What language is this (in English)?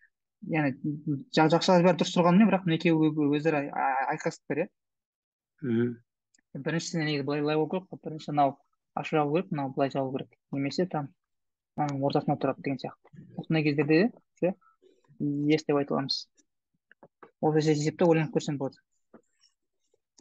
Kazakh